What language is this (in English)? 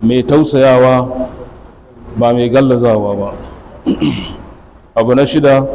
Hausa